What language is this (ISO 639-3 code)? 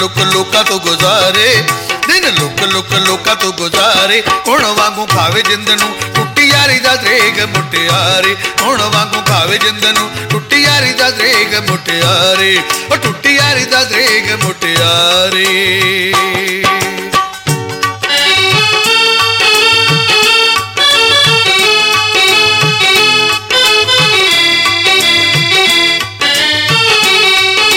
pan